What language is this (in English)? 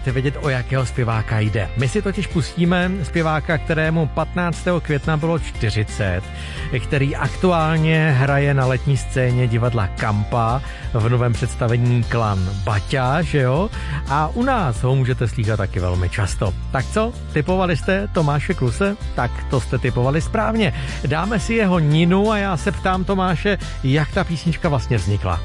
Czech